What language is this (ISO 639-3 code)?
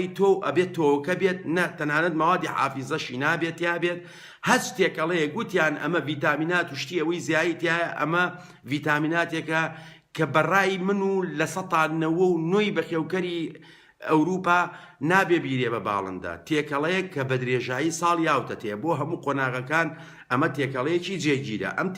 ckb